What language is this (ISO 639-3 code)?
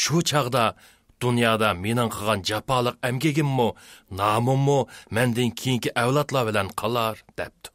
uig